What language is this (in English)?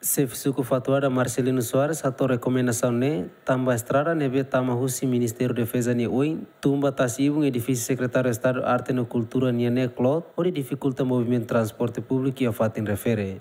Tetum